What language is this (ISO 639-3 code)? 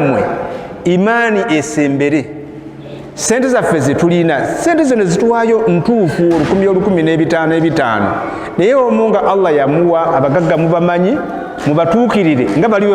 lug